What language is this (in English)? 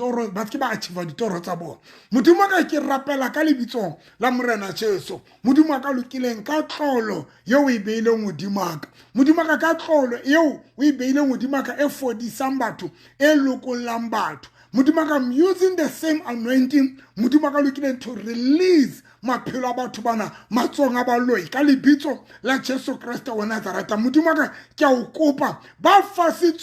Southern Sotho